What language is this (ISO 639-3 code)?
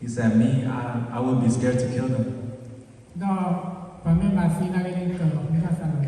ksw